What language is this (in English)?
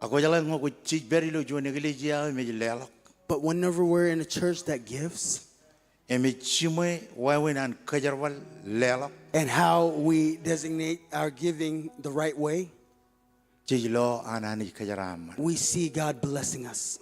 Marshallese